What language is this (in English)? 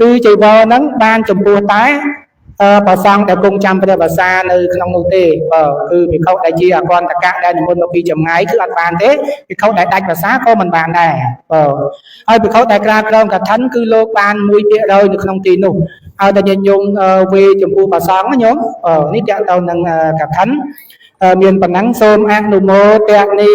Khmer